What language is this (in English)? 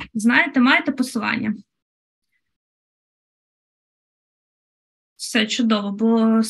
Ukrainian